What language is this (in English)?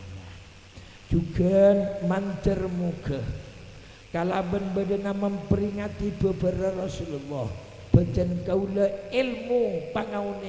Madurese